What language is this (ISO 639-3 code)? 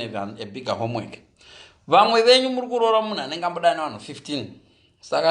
sna